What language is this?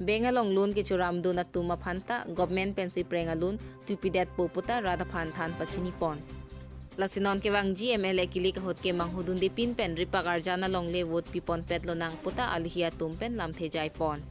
Karbi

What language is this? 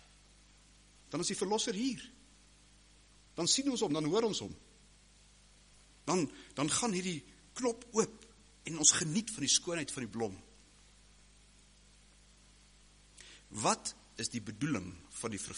Afrikaans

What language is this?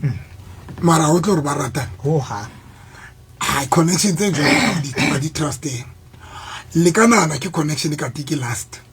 Southern Sotho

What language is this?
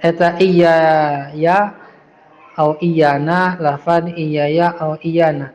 Sundanese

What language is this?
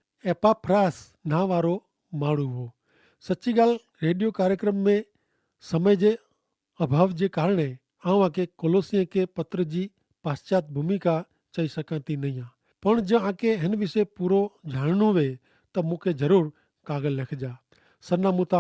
Kachhi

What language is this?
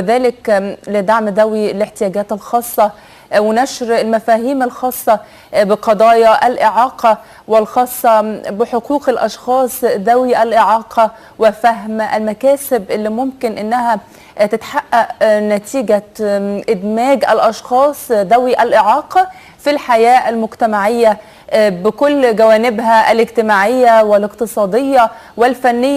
Egyptian Arabic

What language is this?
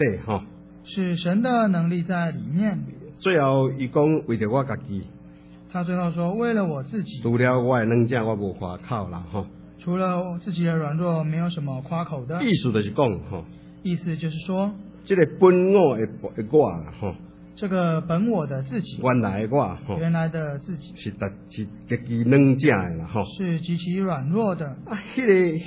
Min Nan Chinese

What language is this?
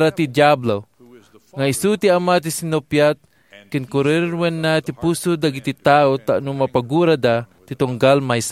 Iloko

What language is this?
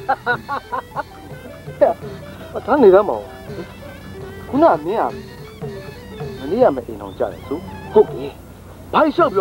Burmese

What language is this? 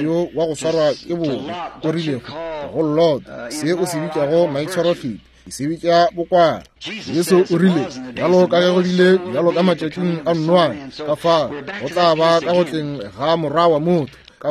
Northern Sotho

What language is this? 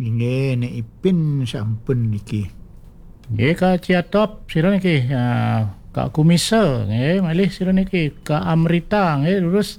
Balinese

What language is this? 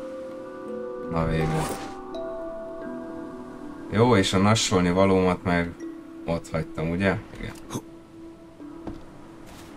Hungarian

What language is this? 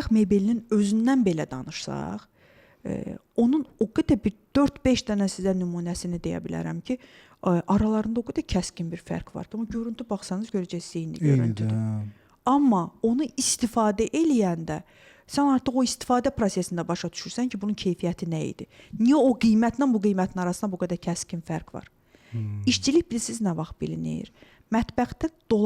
Azerbaijani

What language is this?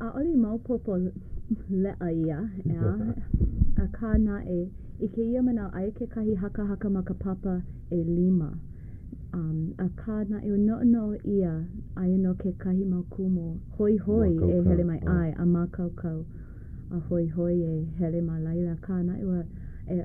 Hawaiian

